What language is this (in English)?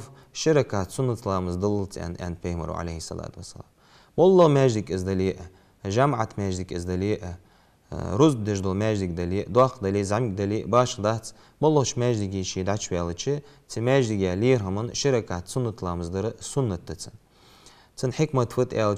Ingush